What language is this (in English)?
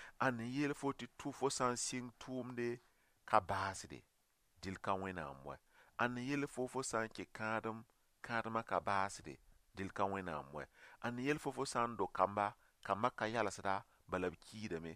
Mossi